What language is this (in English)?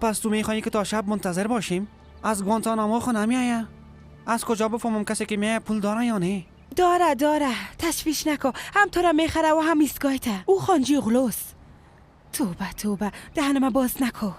Persian